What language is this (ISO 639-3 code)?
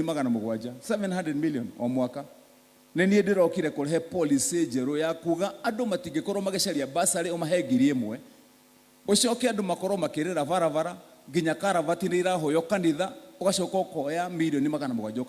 kik